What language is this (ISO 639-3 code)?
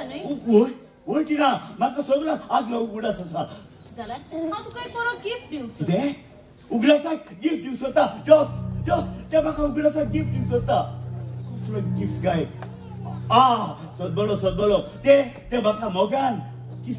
kok